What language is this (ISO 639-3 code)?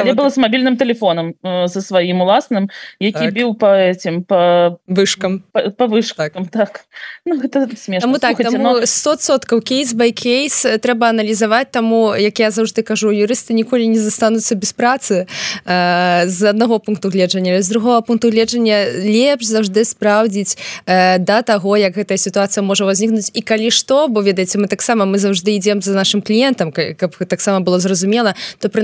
bel